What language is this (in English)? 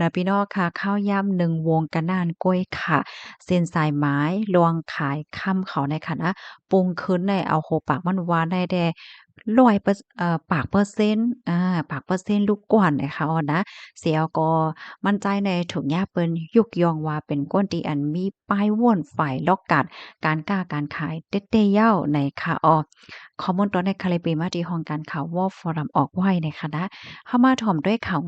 Shan